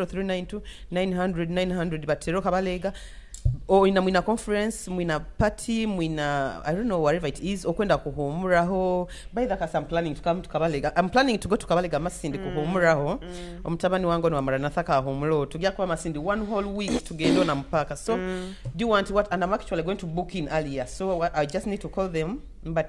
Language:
Nyoro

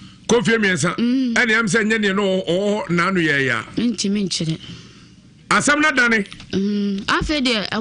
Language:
Akan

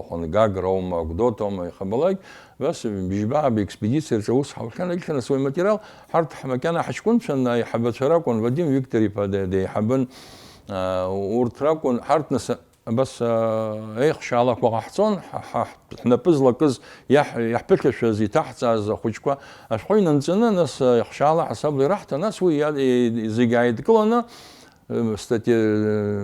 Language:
Abkhazian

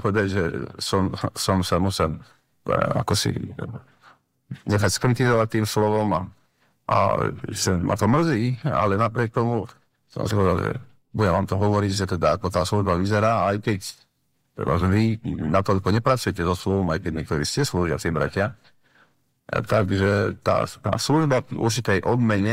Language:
Slovak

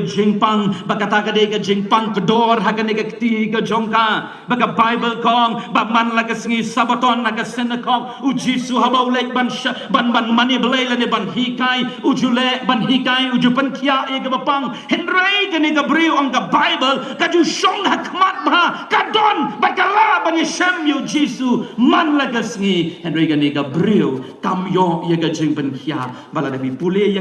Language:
Khasi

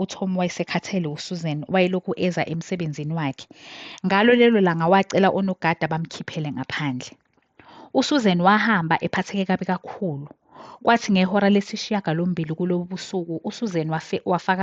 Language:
Zulu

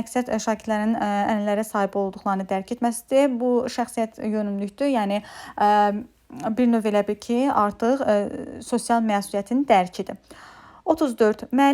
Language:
Azerbaijani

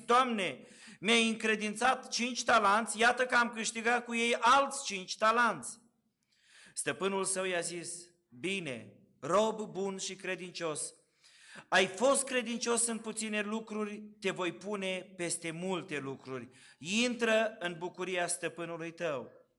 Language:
Romanian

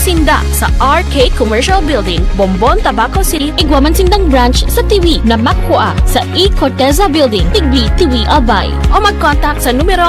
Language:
Bikol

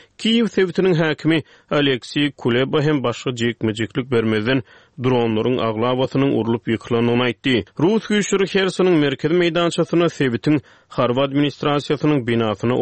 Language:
Turkmen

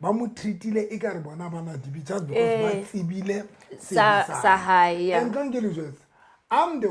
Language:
Southern Sotho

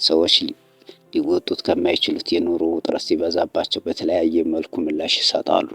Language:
Amharic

